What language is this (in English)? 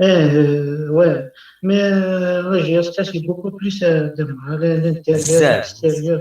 Kabyle